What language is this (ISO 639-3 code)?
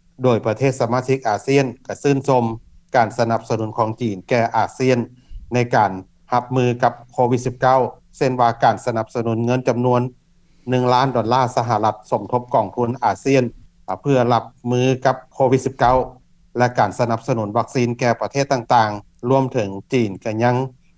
lao